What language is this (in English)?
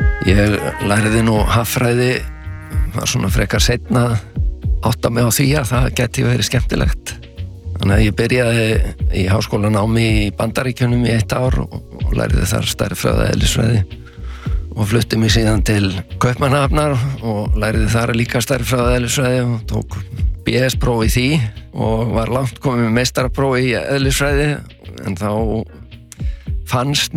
Icelandic